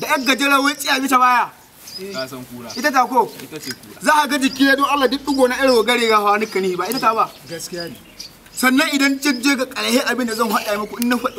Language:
Hausa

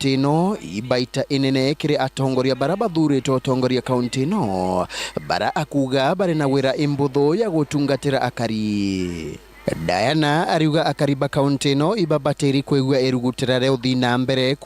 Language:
Meru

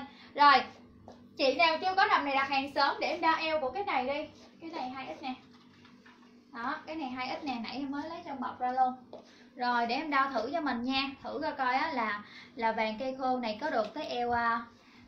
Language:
Vietnamese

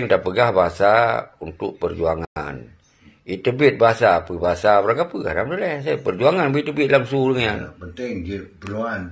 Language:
Achinese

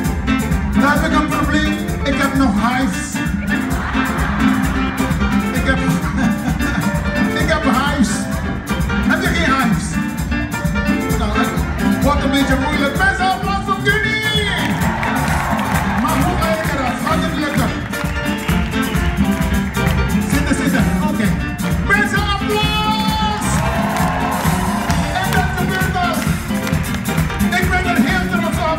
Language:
Dutch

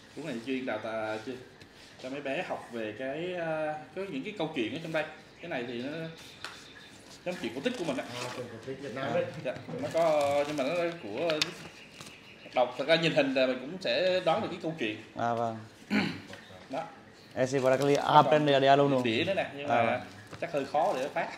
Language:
Vietnamese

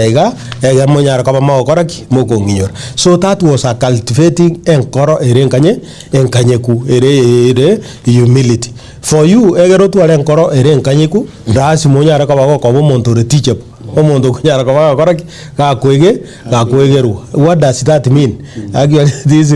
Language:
Gusii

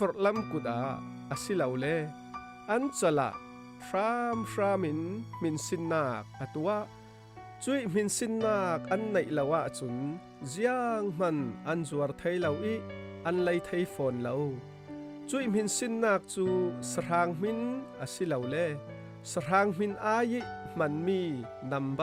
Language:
Falam Chin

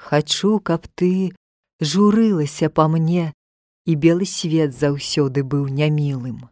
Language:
Belarusian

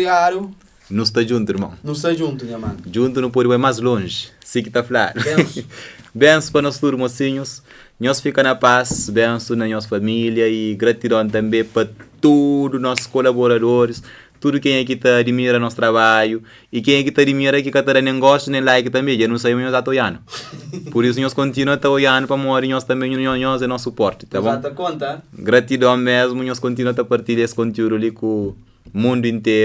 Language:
Kabuverdianu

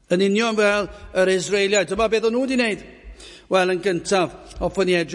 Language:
Welsh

